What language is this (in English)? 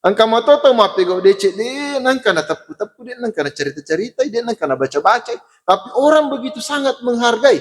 Buginese